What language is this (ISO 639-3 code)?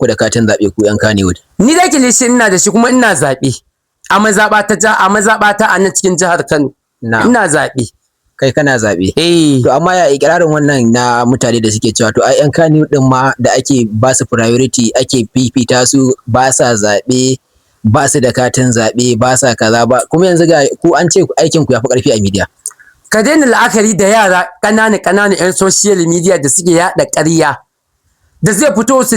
hau